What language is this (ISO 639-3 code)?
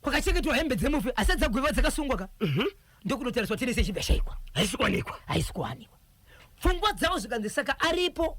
sna